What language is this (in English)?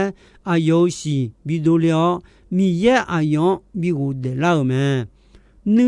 Akha